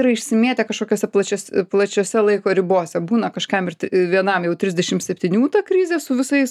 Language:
Lithuanian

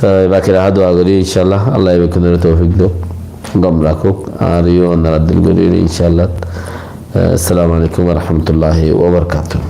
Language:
Rohingya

